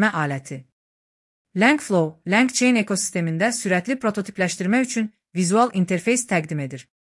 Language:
Azerbaijani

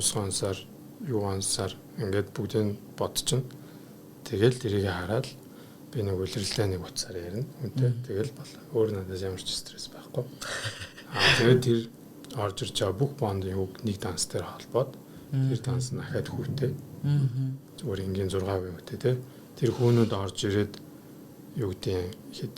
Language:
Mongolian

